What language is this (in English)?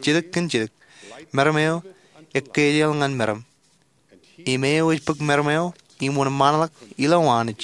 Marshallese